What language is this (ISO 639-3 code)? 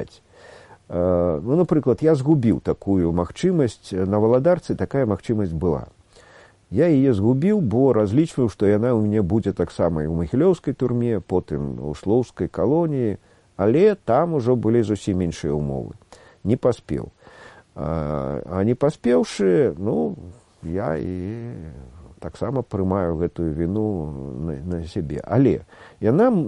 bel